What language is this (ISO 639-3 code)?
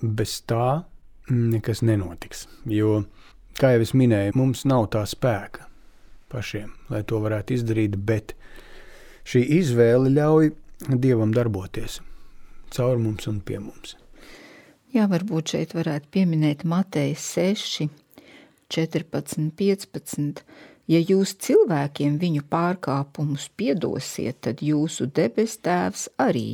lav